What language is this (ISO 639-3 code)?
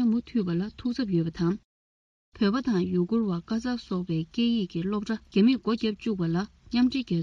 bod